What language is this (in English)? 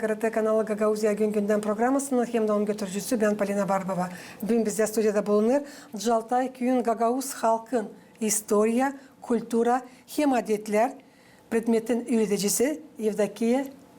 Gagauz